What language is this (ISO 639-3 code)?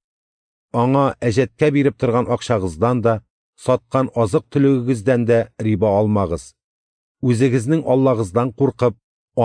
tat